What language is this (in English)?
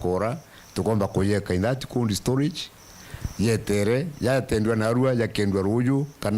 Meru